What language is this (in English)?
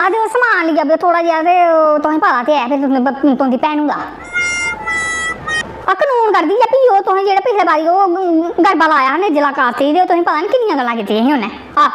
Dogri